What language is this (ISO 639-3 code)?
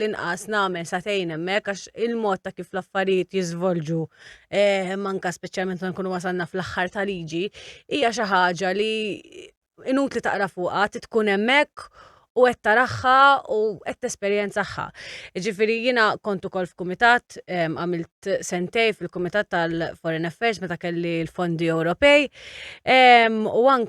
mlt